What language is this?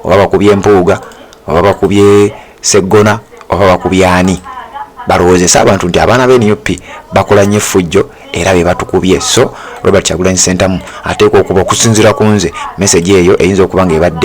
Ganda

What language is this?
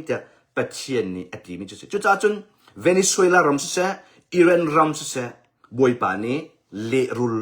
Hakha Chin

